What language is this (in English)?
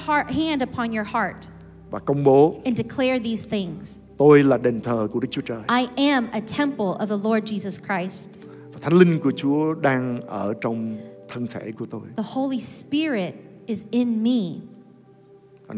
Vietnamese